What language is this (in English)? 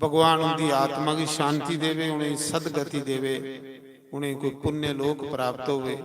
Dogri